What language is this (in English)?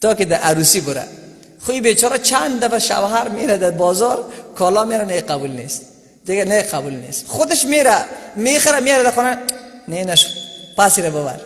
Persian